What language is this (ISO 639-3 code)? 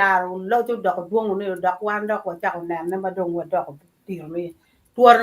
ach